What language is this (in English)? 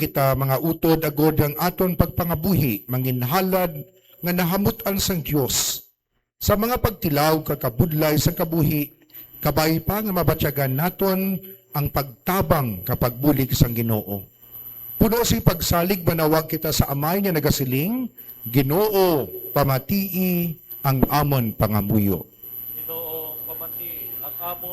Hiligaynon